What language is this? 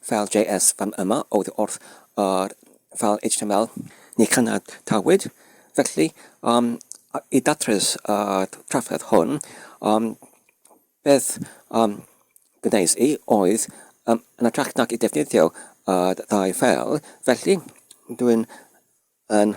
Welsh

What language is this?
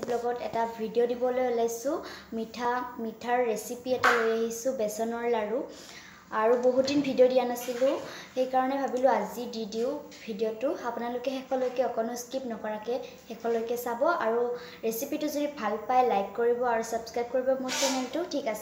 Assamese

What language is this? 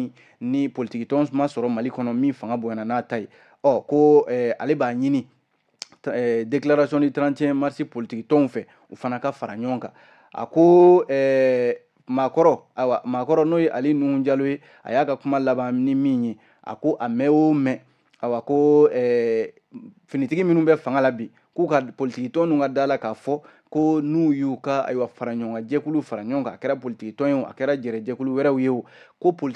Bambara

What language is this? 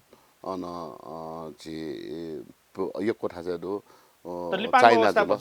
Newari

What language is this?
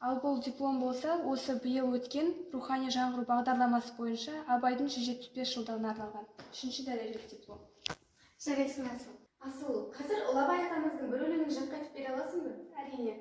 Kazakh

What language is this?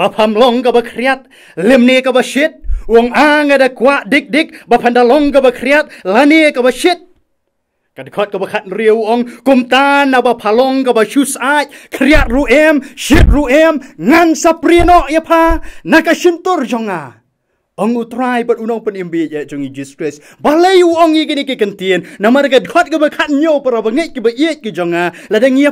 Khasi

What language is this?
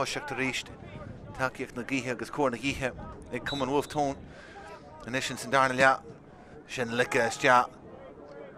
Irish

